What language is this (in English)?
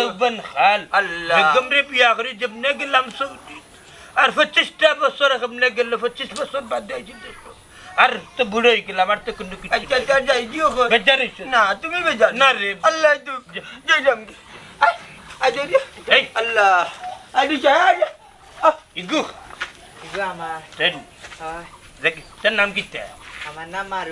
Sylheti